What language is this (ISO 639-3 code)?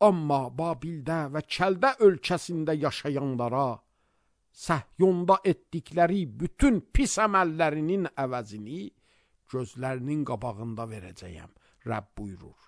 aze